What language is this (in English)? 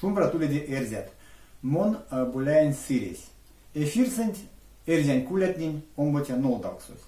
Erzya